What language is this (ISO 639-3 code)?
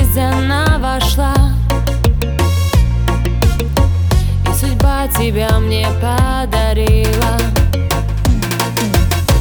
rus